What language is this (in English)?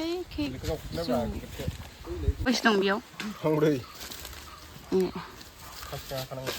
Bodo